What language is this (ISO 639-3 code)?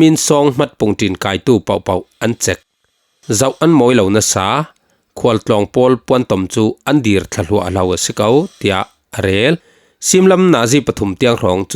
cfm